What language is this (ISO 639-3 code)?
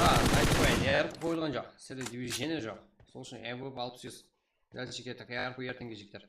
kaa